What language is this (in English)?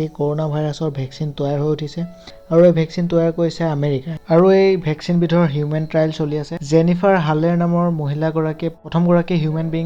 Assamese